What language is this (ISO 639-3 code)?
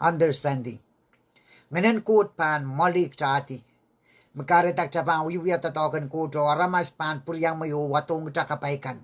pon